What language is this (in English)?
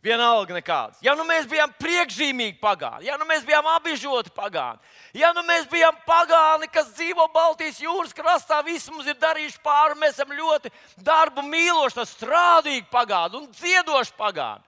Latvian